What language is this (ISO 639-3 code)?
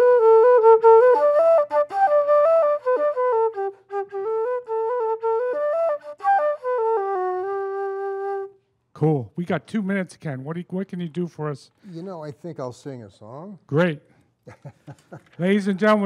eng